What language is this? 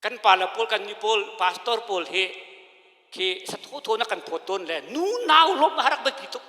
Hakha Chin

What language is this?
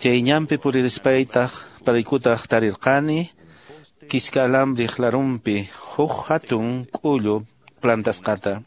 Quechua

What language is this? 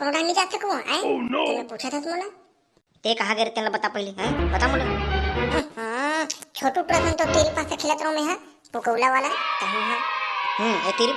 Chhattisgarhi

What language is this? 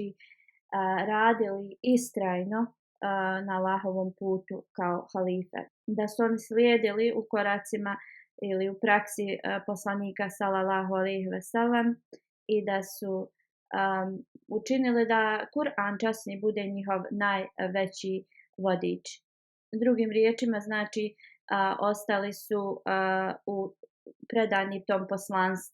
Bosnian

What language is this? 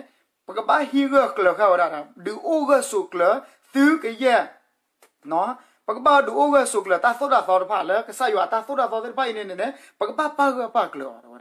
S'gaw Karen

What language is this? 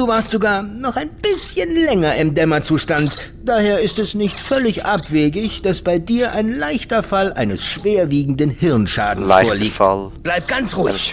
Swiss German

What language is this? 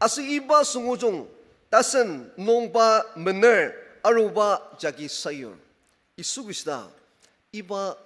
Ao Naga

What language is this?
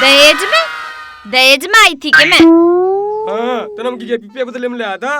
Haryanvi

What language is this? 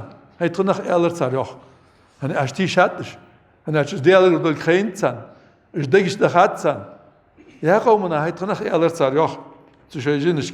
Ingush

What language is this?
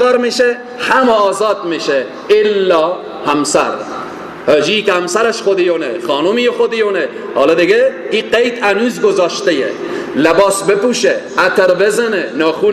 Persian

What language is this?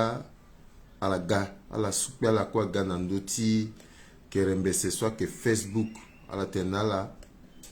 Sango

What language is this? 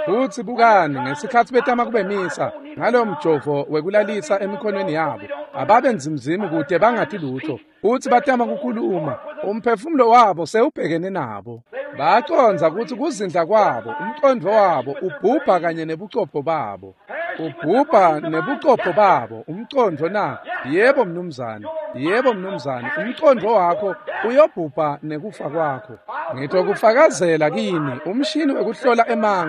Swati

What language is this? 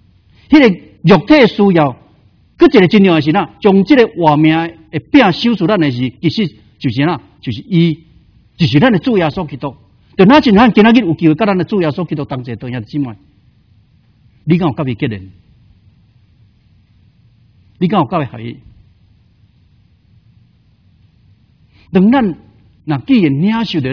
Min Nan Chinese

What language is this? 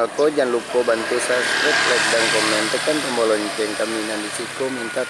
Minangkabau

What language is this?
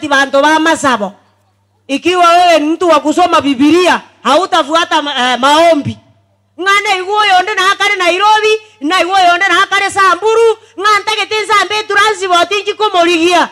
Gusii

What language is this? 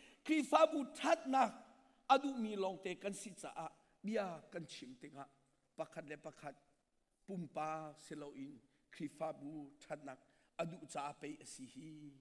Hakha Chin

